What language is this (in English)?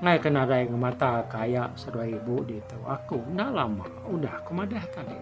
Iban